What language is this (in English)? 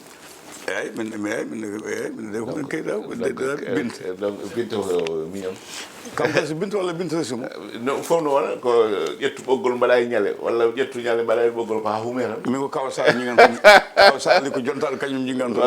Fula